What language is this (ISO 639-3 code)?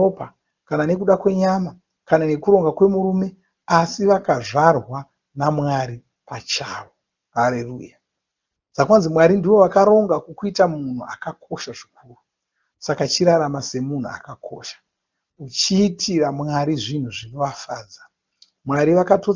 sna